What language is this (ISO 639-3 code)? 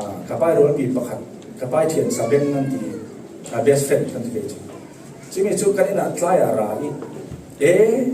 cfm